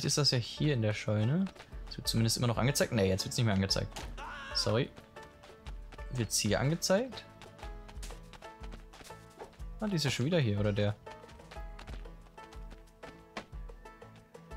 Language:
German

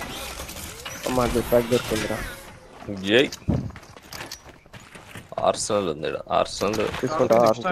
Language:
Telugu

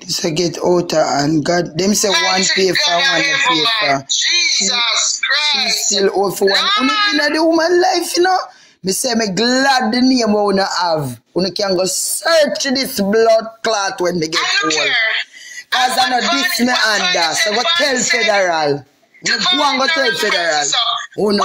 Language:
Jamaican Creole English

